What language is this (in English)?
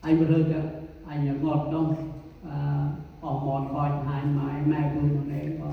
Central Mnong